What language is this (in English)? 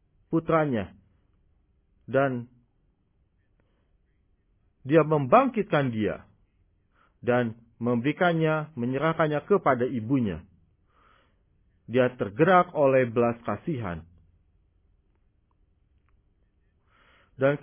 Indonesian